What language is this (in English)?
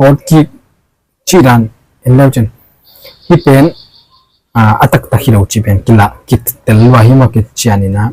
Tedim Chin